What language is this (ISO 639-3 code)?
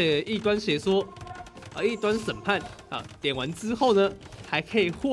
zho